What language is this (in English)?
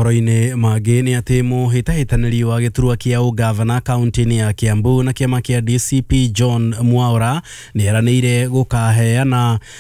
Kikuyu